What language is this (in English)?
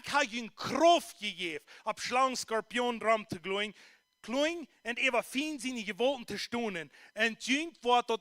Plautdietsch